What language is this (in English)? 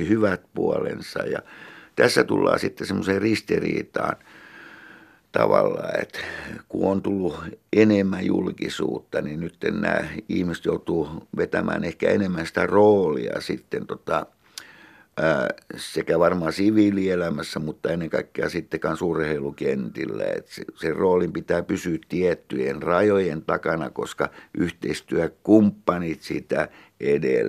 Finnish